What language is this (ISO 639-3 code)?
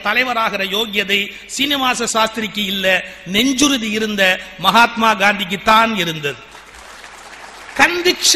tam